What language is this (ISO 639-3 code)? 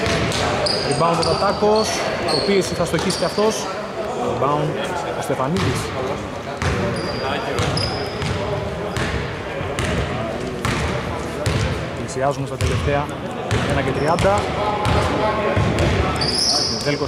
ell